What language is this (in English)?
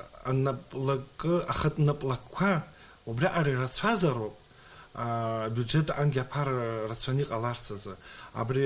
Abkhazian